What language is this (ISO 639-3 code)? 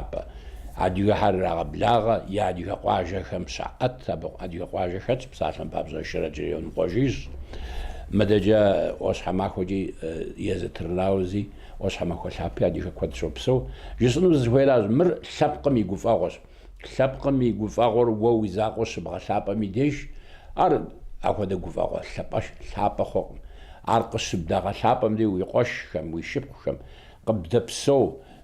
kbd